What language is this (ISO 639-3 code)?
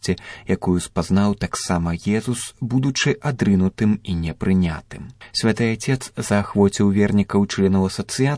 bel